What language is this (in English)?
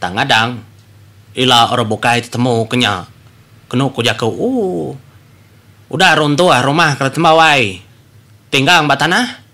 Iban